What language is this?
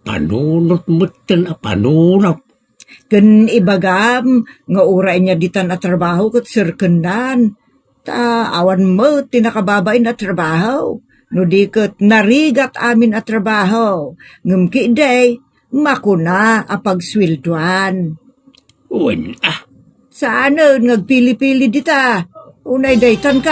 Iloko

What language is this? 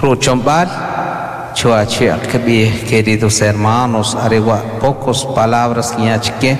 Kʼicheʼ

